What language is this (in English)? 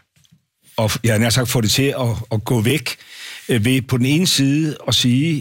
Danish